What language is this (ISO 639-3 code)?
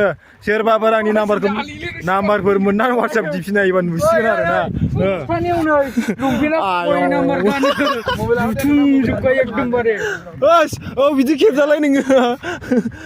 brx